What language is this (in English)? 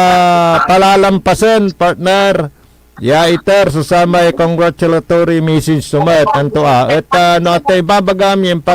Pangasinan